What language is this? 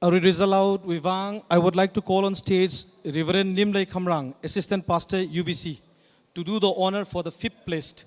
Tangkhul Naga (India)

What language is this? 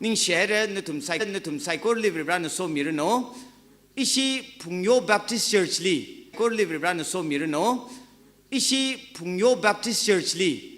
Tangkhul Naga (India)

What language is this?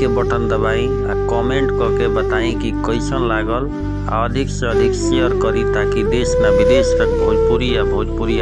Bhojpuri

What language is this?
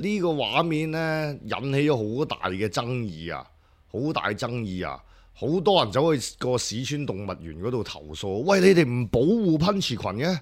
Cantonese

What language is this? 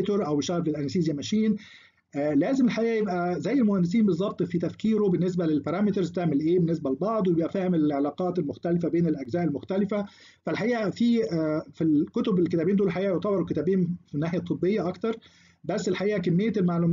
Egyptian Arabic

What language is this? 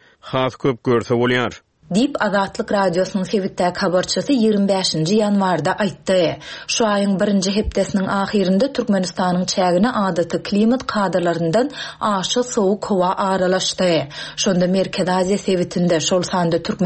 Turkmen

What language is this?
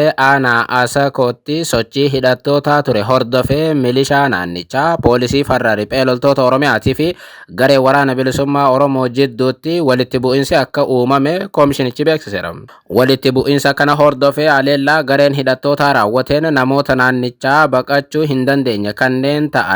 Oromo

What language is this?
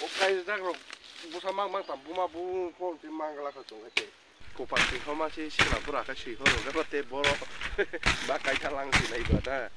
Kok Borok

